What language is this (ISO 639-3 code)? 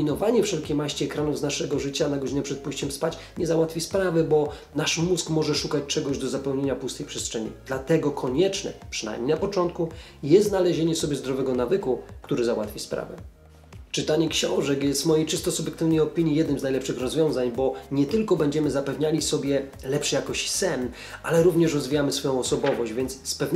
pol